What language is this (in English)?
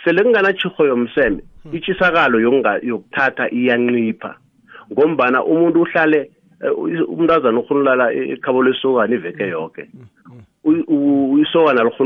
South Ndebele